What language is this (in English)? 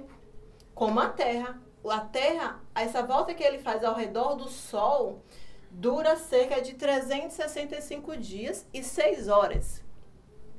Portuguese